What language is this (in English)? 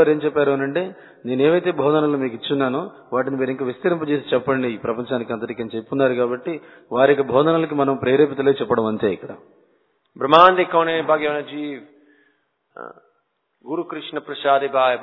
Telugu